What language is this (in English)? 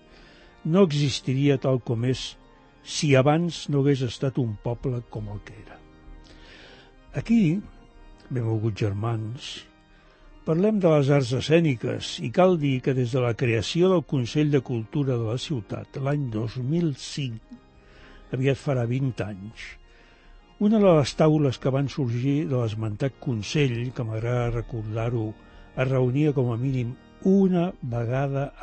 Catalan